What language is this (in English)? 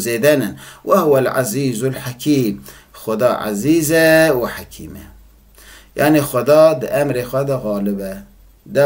Kurdish